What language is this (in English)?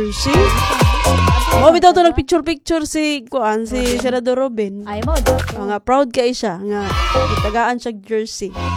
Cebuano